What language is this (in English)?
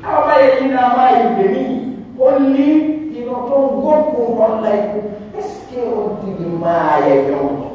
Pular